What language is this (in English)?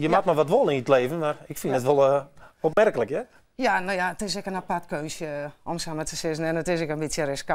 Western Frisian